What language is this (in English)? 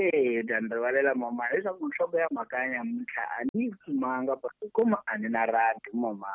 Tsonga